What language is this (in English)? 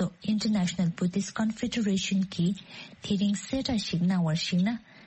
Tibetan